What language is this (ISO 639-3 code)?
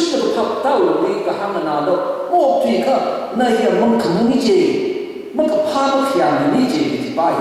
nmf